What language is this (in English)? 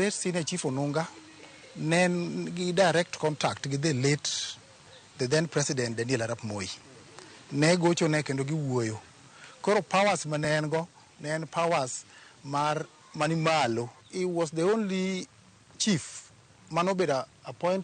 Luo (Kenya and Tanzania)